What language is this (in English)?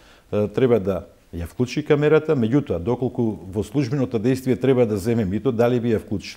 Macedonian